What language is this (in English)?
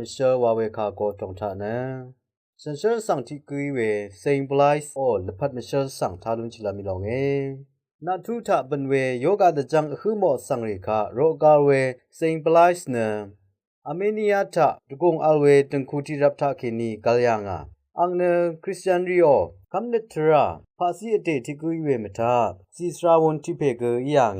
Rawang